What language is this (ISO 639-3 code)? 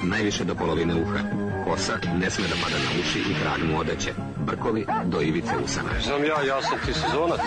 srp